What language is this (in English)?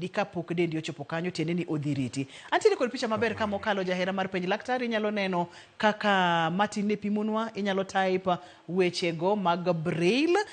Luo (Kenya and Tanzania)